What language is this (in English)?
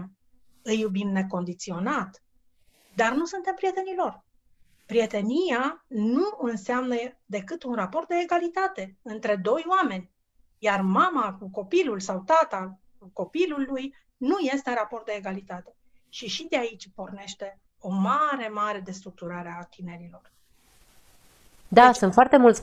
Romanian